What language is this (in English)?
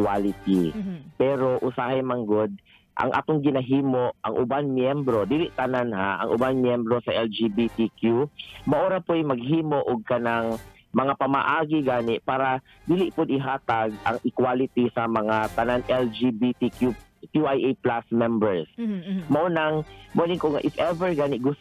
Cebuano